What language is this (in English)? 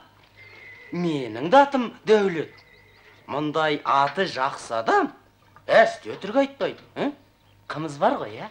Kazakh